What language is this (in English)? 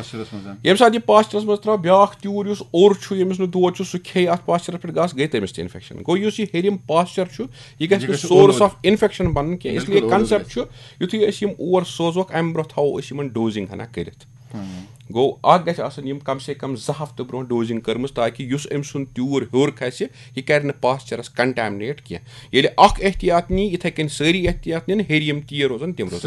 Kashmiri